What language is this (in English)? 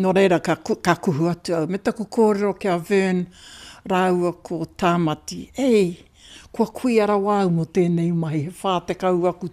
Māori